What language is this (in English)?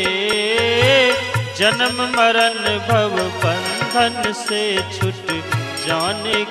Hindi